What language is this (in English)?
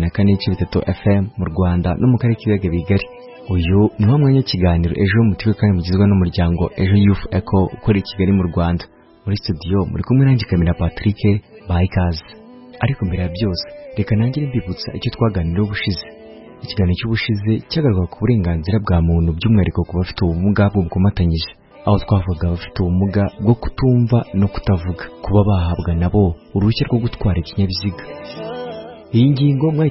Kinyarwanda